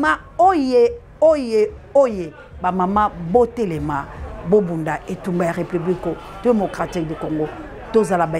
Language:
Lingala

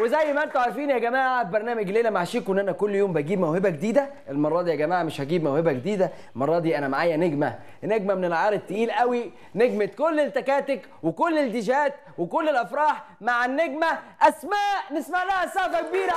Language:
Egyptian Arabic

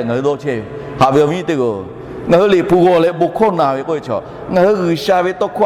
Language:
Lahu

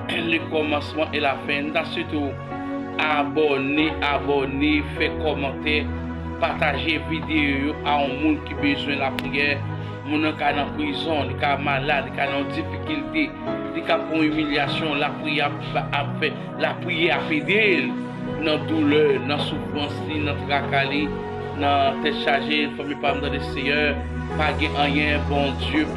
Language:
Haitian Creole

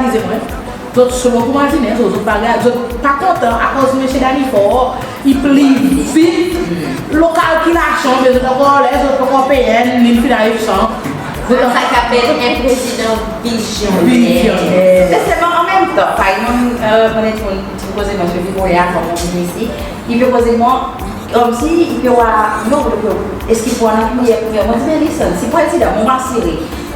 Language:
Seselwa Creole French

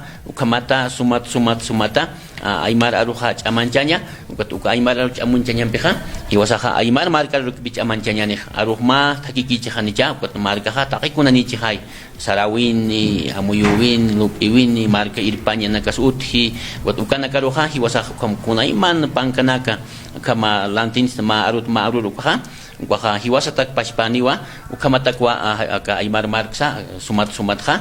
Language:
Aymara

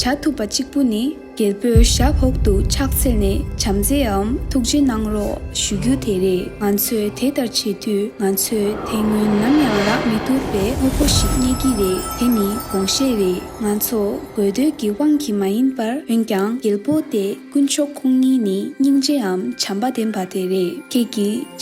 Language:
Tibetan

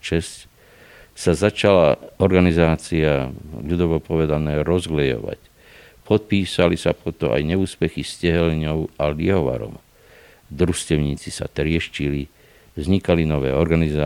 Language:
Slovak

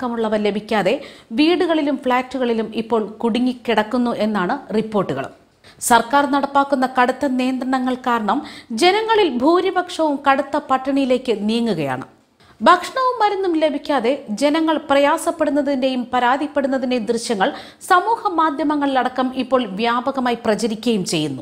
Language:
Malayalam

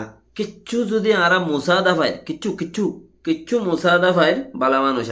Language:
Rohingya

